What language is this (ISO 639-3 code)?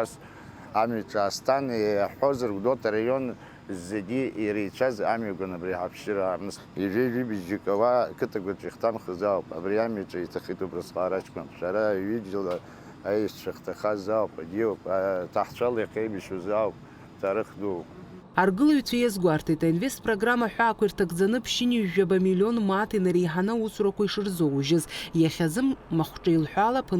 abk